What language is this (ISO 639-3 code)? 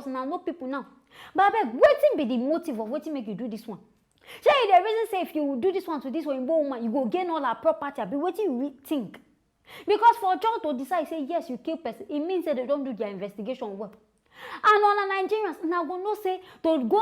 pcm